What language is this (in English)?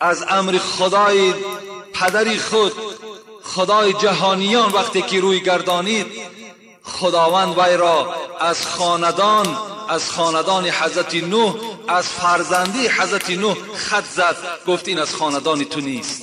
Tajik